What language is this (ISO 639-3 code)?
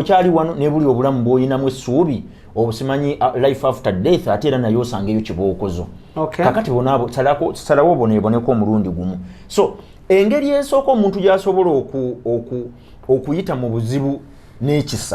lug